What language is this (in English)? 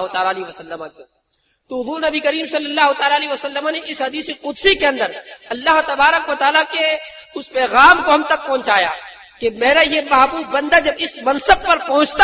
Urdu